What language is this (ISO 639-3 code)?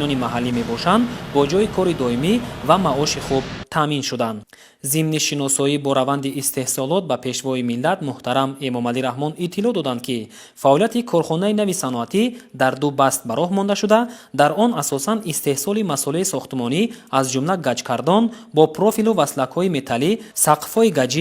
tgk